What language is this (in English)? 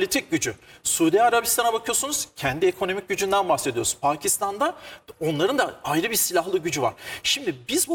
Turkish